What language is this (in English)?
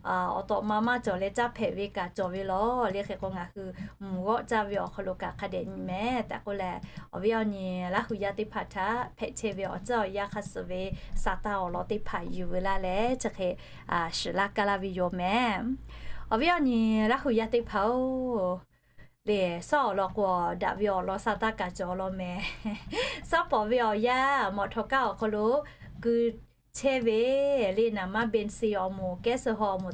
Lahu